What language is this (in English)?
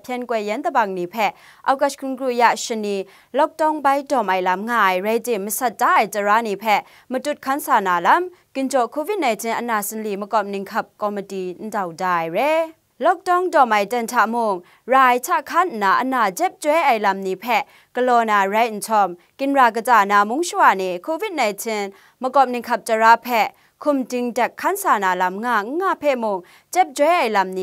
Kachin